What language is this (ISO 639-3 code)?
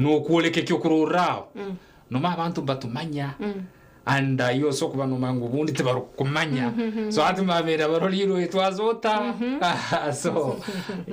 nyn